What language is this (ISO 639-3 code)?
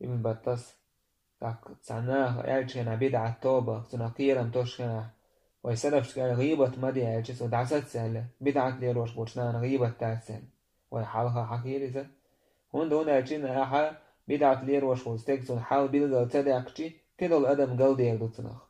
che